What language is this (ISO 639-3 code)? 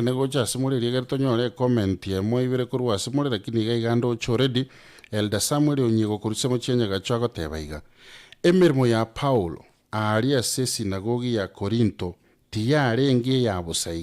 guz